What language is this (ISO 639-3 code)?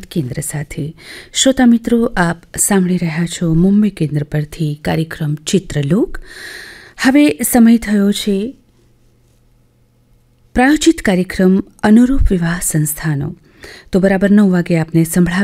guj